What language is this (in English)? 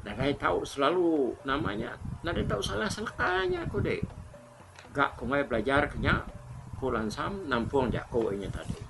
Iban